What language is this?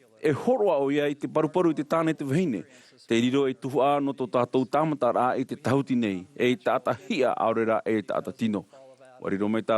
Tahitian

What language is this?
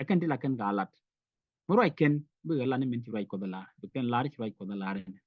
Nuer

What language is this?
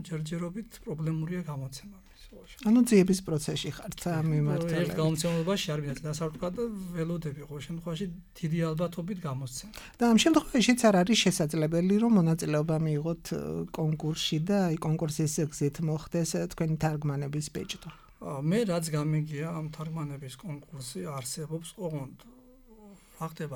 Georgian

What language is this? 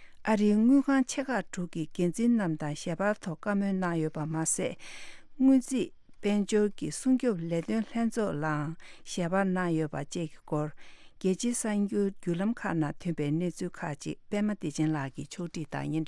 Tibetan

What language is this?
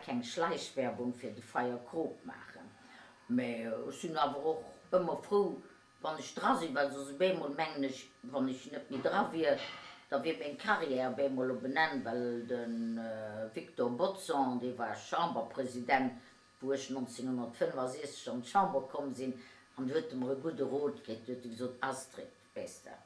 Luxembourgish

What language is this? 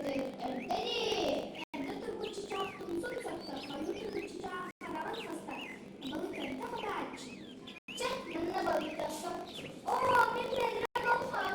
Yakut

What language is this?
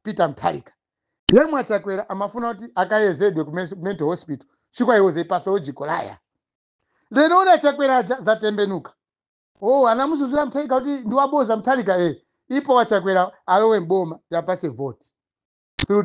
Nyanja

